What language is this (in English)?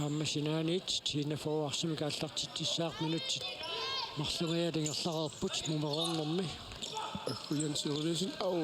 Kalaallisut